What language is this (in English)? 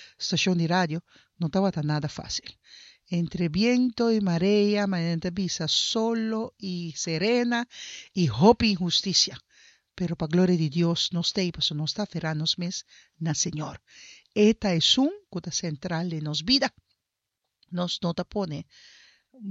Papiamento